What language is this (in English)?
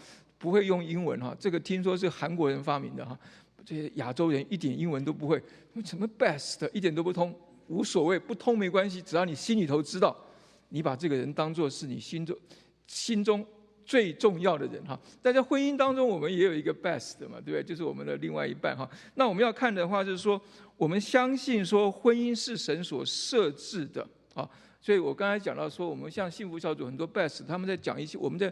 Chinese